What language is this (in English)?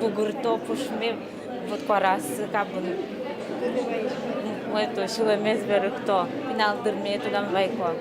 Udmurt